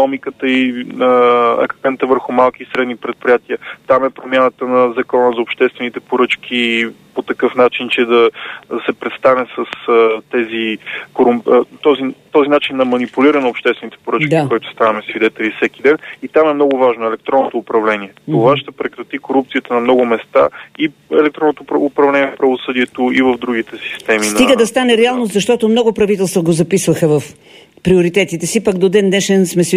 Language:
Bulgarian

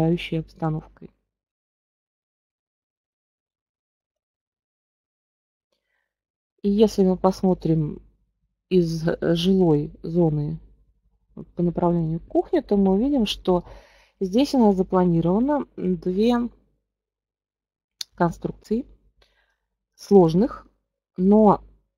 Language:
Russian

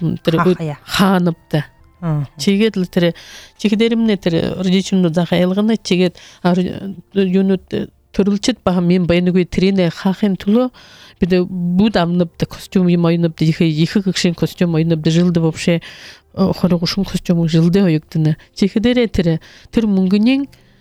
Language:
Buriat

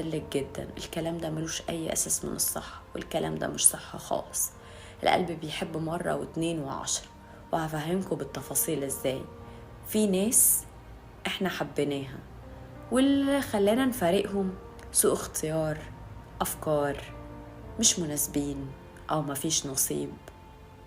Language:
Egyptian Arabic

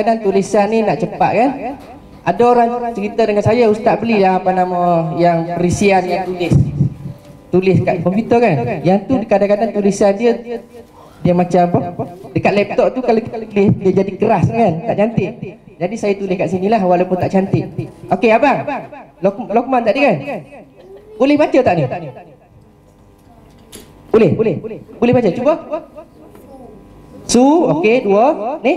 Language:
Malay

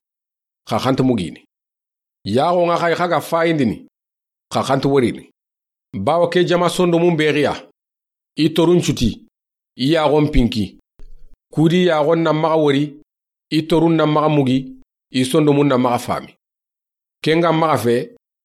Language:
Soninke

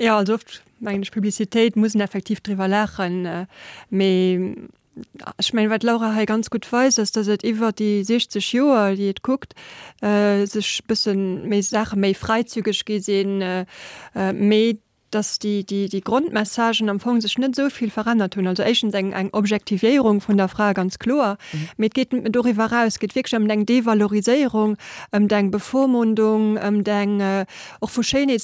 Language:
Luxembourgish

